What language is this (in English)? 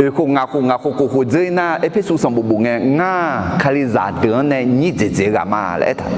Akha